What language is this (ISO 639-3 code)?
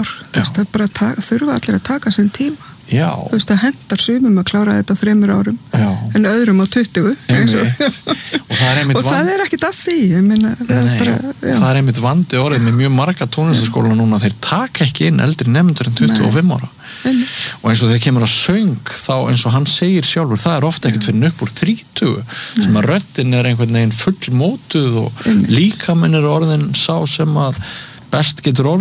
isl